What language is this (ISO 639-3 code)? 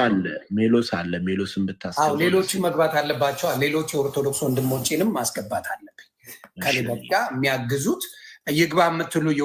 amh